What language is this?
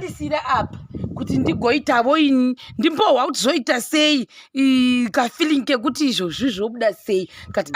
Shona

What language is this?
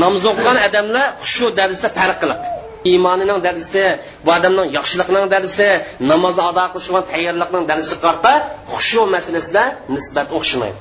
Uyghur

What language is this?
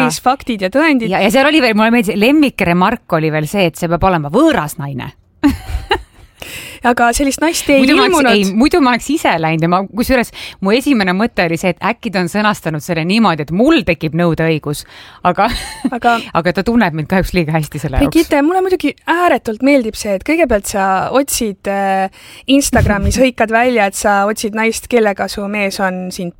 Estonian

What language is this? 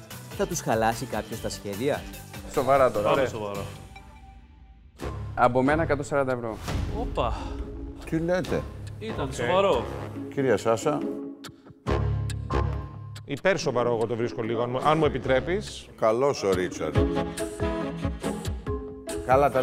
Greek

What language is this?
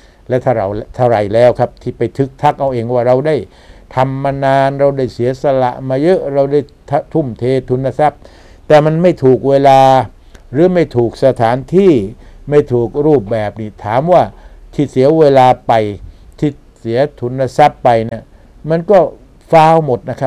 Thai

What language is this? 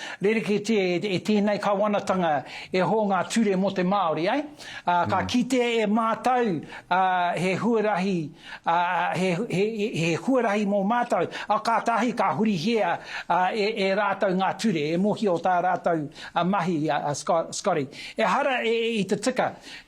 Māori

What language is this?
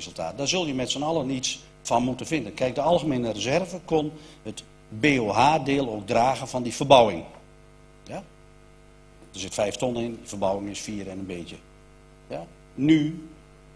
Dutch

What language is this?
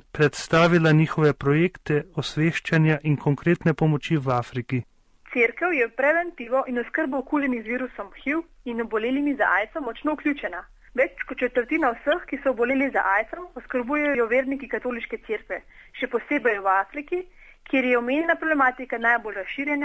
Slovenian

